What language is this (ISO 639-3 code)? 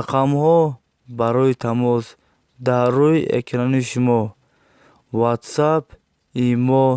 tgk